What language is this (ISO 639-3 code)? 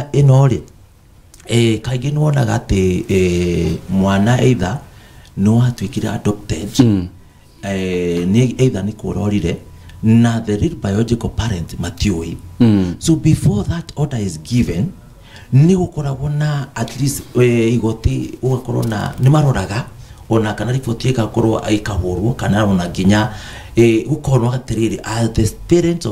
kik